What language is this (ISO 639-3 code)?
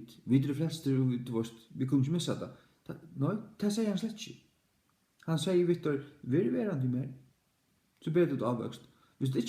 fao